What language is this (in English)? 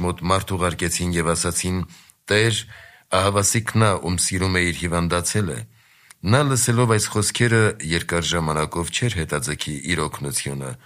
Armenian